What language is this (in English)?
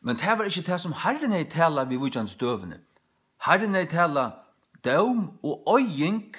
Faroese